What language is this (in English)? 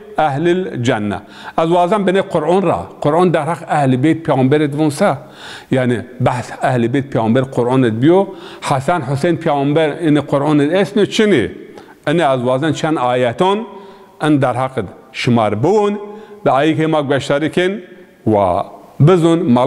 Zaza